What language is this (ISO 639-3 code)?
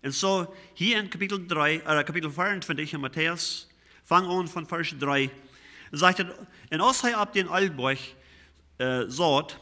pdt